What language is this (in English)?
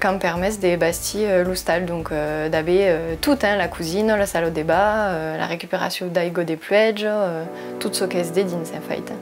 Occitan